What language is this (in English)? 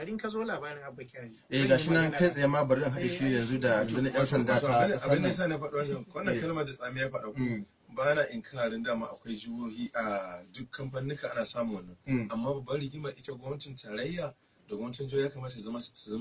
Hausa